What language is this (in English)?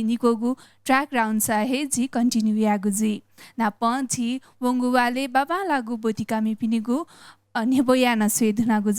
Newari